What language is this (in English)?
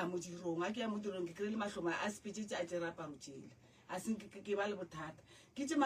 Northern Sotho